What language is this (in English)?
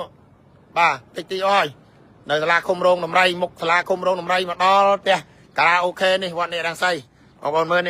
Khmer